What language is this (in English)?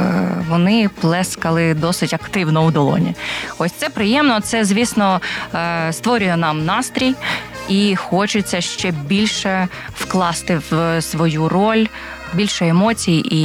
Ukrainian